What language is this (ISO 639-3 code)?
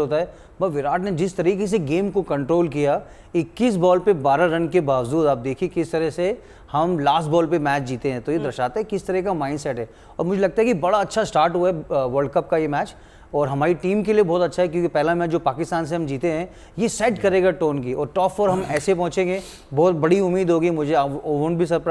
hin